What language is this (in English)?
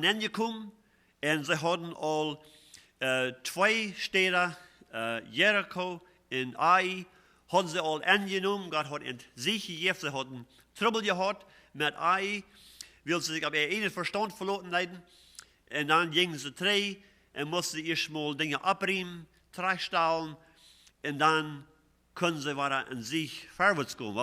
Plautdietsch